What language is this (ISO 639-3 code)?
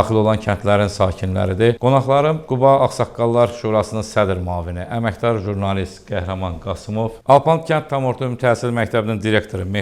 aze